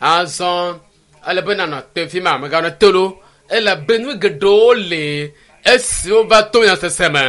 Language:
Ewe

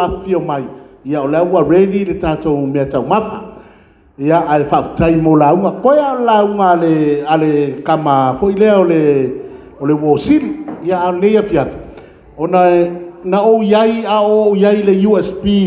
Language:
Samoan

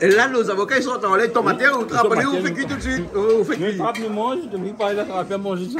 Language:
Réunion Creole French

